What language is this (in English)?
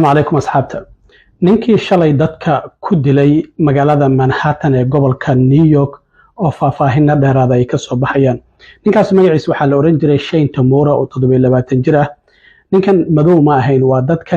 Somali